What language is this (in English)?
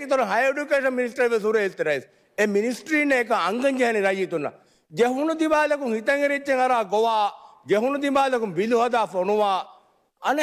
Divehi